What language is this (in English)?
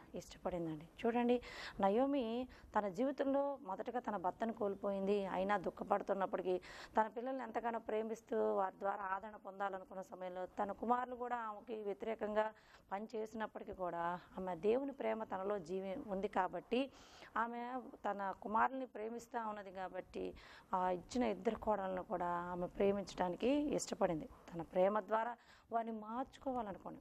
Telugu